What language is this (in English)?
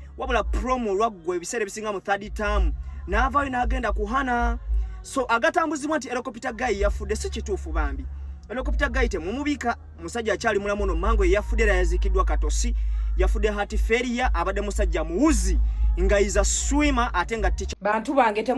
Ganda